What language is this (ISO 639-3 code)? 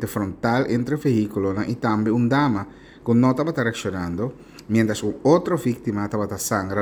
pap